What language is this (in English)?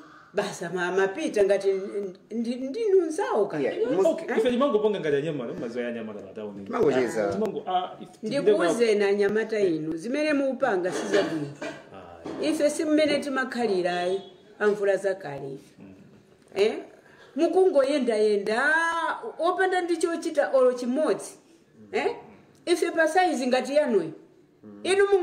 Nyanja